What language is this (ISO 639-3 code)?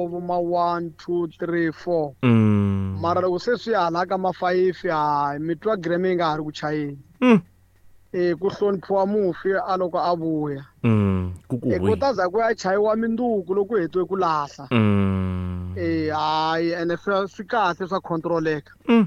tso